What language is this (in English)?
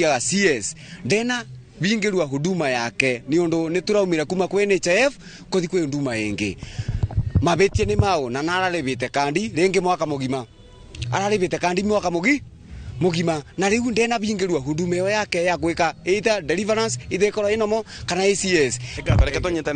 Kikuyu